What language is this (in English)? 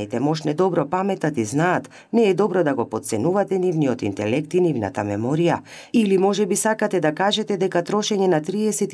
Macedonian